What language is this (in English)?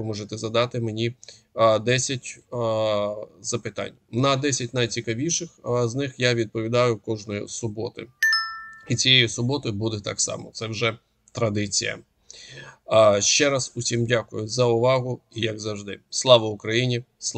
Ukrainian